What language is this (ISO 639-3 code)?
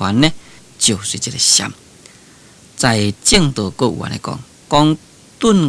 nan